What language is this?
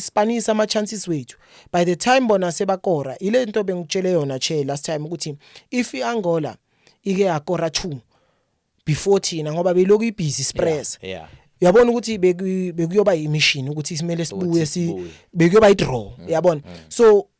Zulu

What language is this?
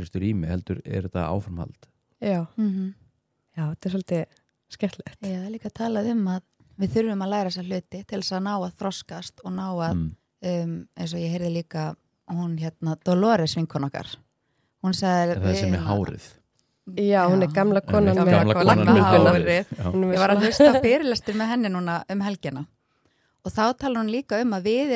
Icelandic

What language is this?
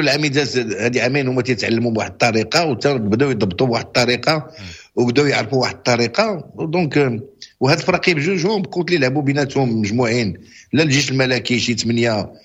Moroccan Arabic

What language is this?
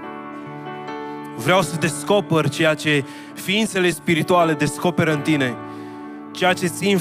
Romanian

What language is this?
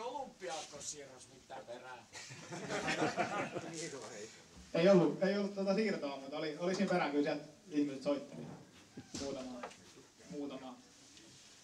Finnish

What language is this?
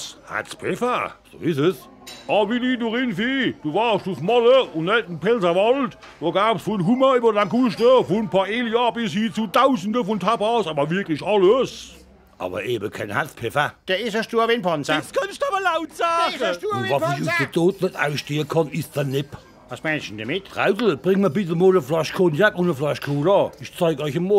Palatine German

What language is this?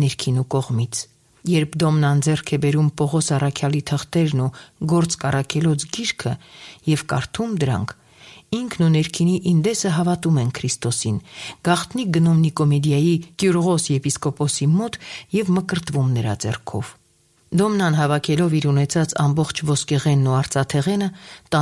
Armenian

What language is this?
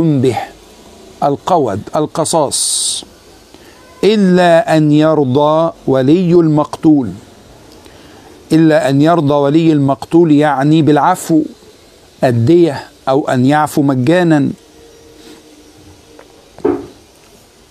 Arabic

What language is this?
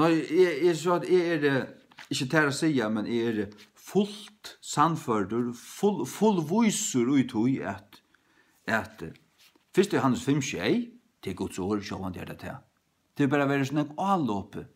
Faroese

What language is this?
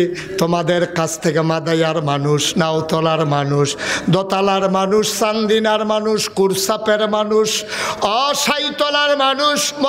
Bangla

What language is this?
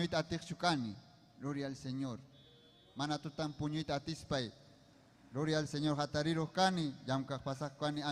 Ayacucho Quechua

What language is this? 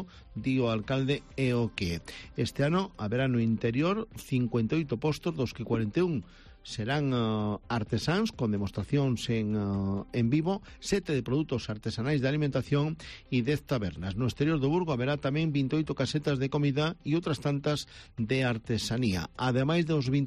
Galician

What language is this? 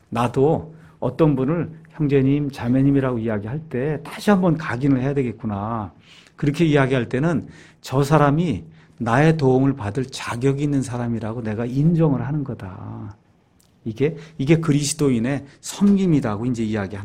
Korean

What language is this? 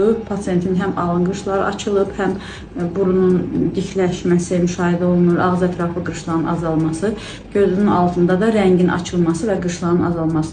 Azerbaijani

